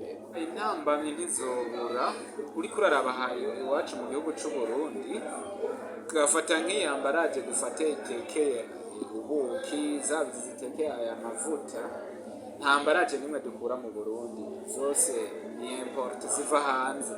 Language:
Rundi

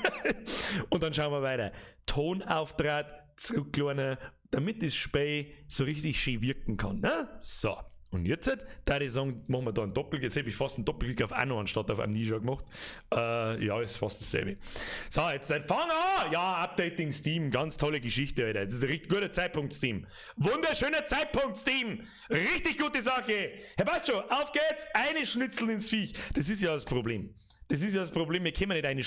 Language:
Bavarian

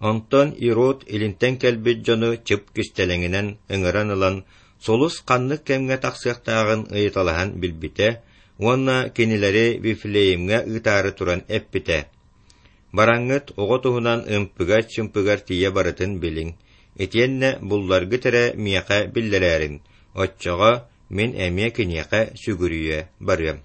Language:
Yakut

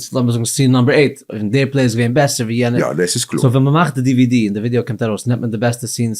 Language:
Yiddish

